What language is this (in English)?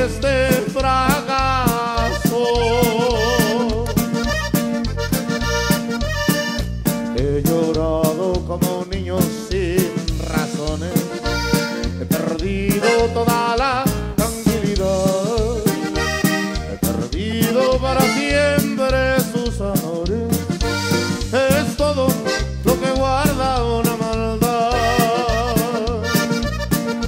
Spanish